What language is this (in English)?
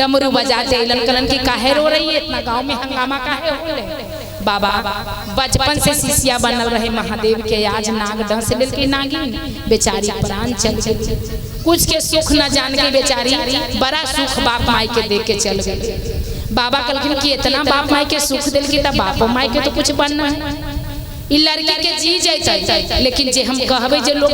Magahi